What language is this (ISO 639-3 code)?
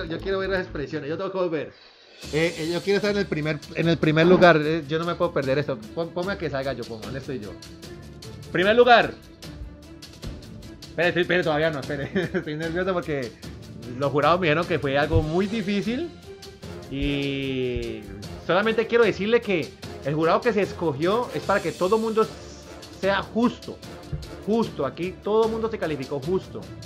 spa